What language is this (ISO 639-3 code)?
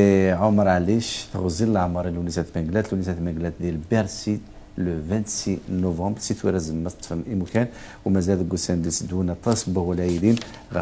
kab